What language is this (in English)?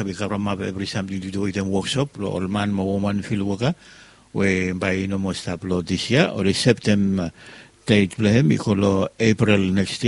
Bislama